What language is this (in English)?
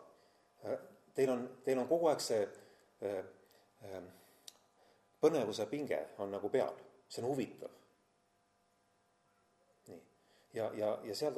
Estonian